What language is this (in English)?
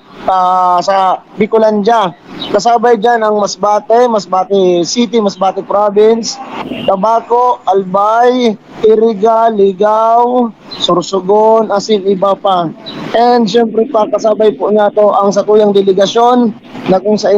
Bikol